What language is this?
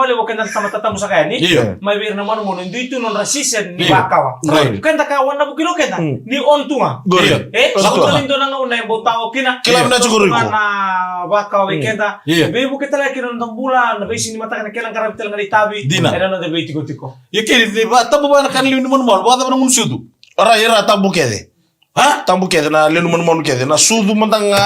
Fijian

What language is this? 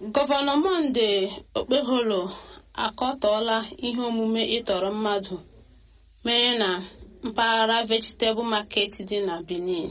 Igbo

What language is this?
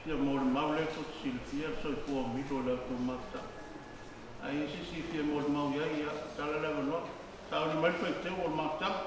Samoan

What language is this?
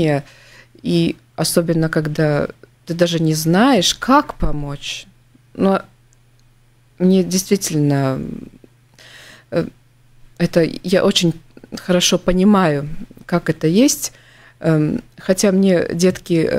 Russian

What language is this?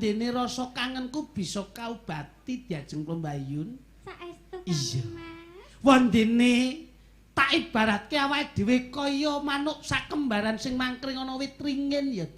Javanese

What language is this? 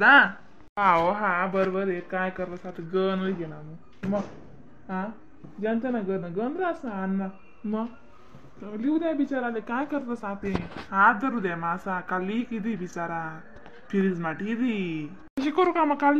Khandesi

